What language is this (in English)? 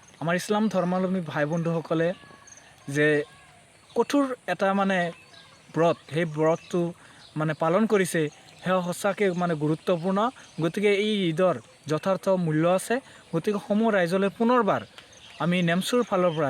Assamese